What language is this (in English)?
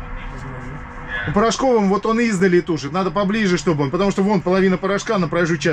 Russian